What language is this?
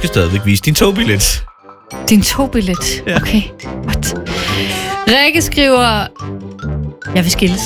Danish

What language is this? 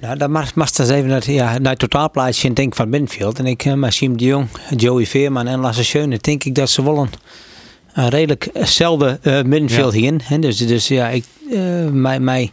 Western Frisian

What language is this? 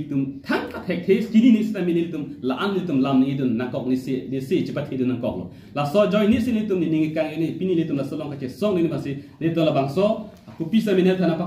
Karbi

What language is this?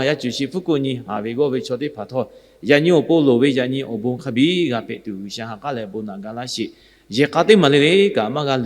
Lahu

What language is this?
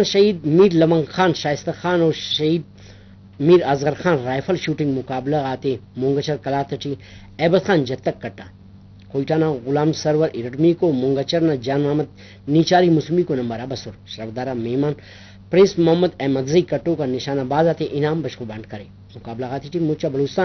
Brahui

